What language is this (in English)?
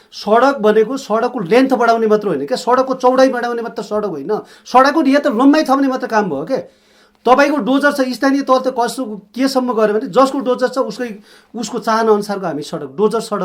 Nepali